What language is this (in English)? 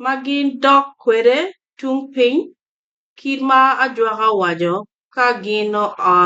Acoli